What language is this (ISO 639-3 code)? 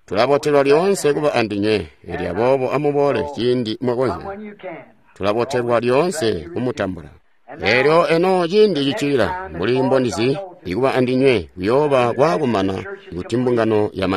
toi